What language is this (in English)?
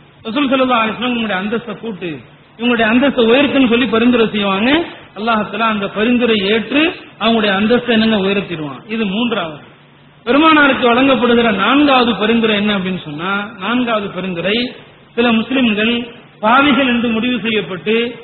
Tamil